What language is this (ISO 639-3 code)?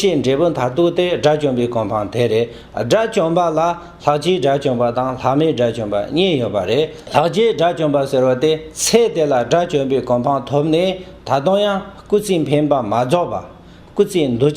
bod